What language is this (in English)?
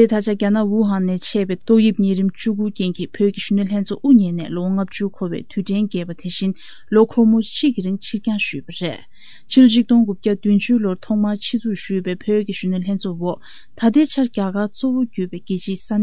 Tibetan